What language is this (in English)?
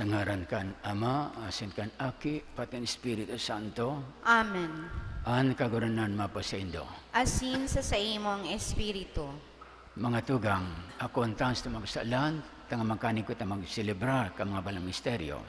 Bikol